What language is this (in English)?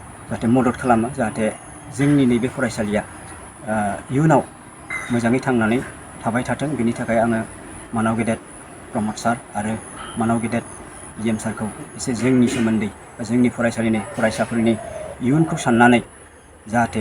Bodo